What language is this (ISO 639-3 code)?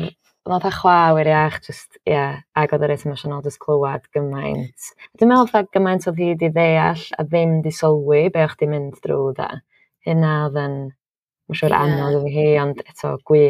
cym